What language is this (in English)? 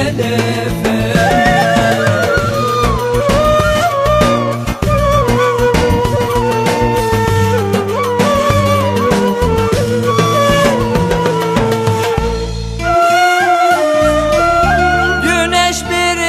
Turkish